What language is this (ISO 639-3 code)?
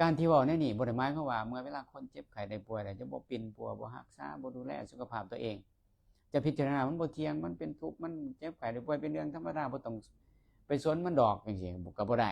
lao